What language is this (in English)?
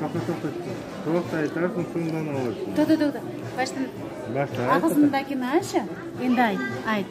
Crimean Tatar